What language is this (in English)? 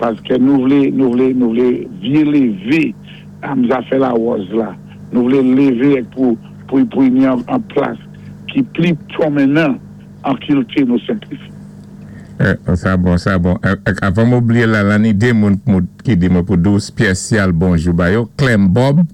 Saint Lucian Creole French